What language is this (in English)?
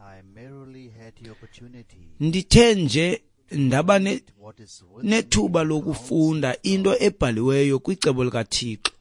Xhosa